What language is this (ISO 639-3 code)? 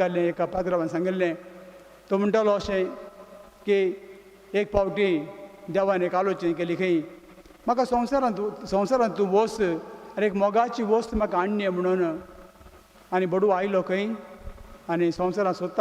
kok